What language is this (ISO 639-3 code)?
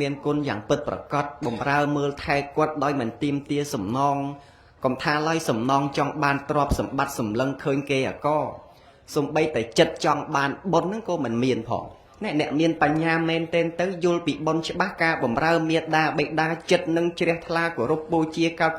khm